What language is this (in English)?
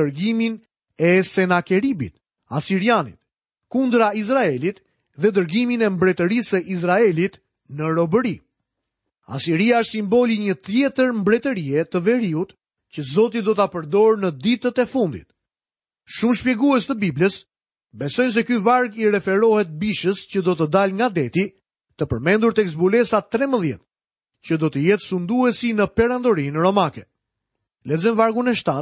Albanian